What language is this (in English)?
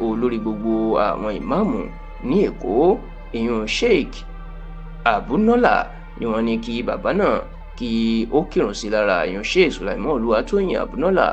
Yoruba